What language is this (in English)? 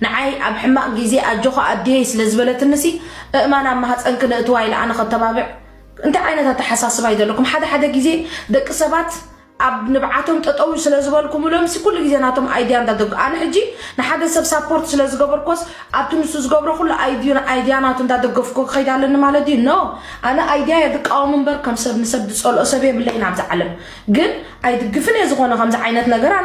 Tigrinya